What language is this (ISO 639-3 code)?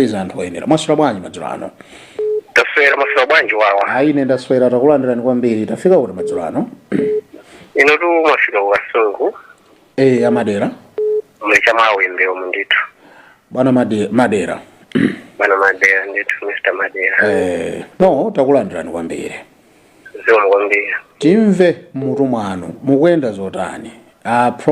nya